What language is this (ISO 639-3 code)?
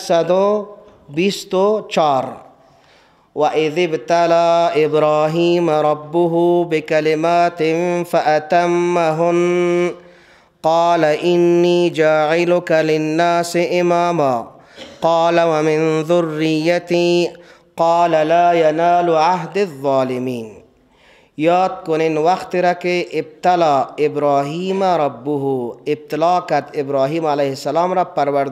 fas